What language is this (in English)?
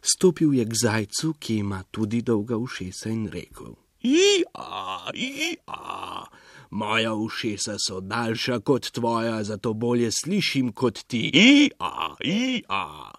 Slovenian